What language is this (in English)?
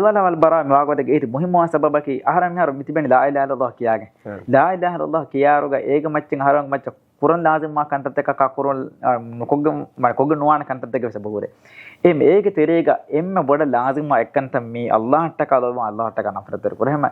Divehi